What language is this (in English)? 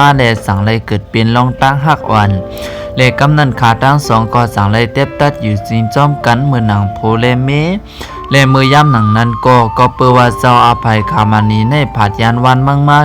Shan